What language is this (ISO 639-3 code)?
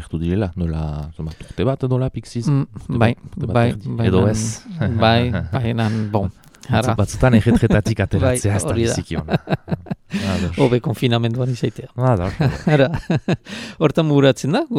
eus